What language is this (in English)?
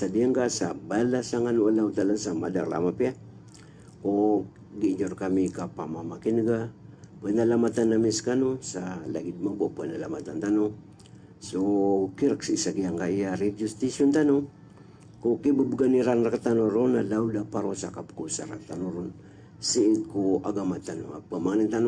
Maranao